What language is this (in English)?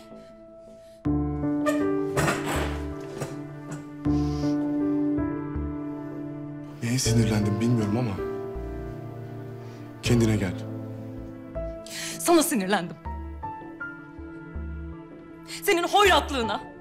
Turkish